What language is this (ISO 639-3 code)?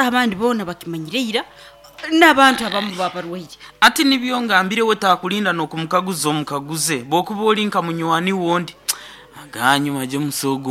nyo